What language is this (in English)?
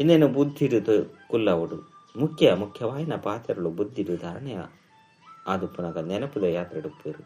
Tulu